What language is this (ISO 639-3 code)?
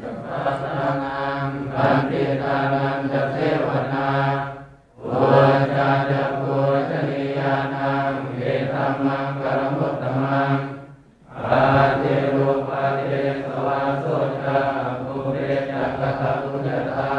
pli